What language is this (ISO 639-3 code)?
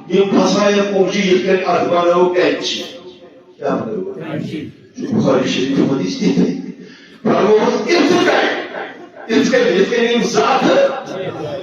kas